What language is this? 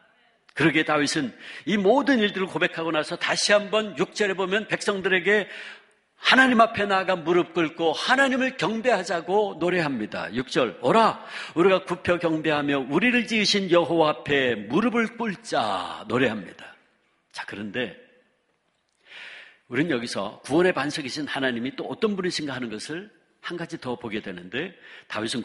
Korean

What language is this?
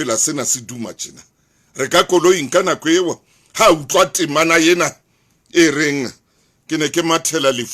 Southern Sotho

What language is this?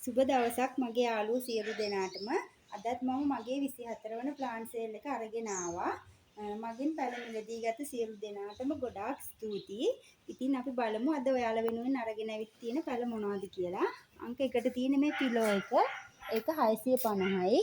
Sinhala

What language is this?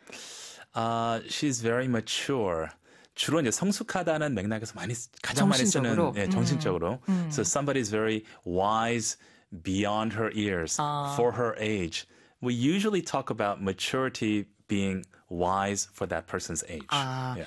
Korean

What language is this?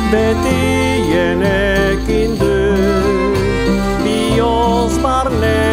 Basque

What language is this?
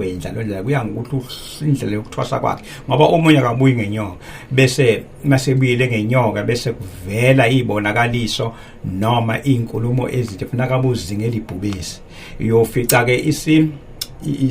Zulu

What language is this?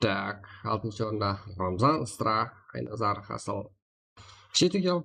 Kara-Kalpak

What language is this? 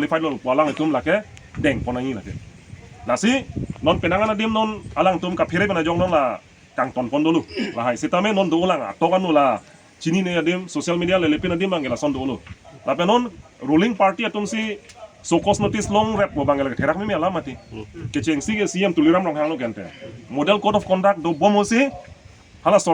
Karbi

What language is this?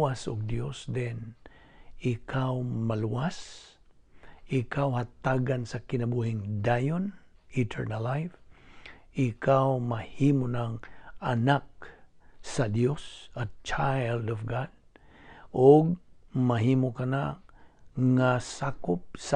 Cebuano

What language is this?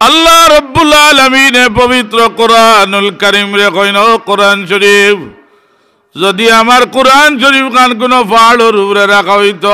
Sylheti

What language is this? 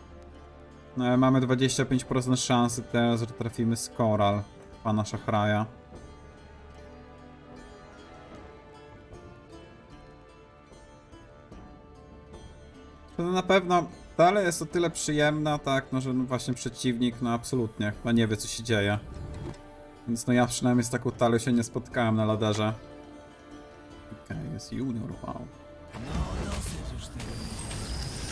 Polish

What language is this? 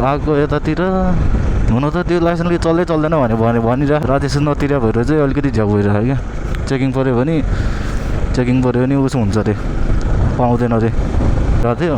Nepali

